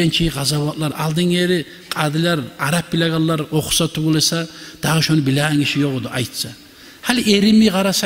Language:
Kumyk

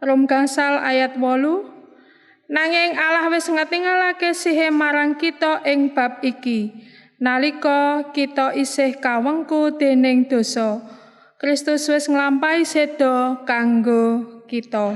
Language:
Javanese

